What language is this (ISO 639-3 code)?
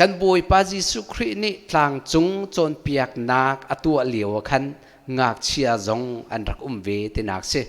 cnh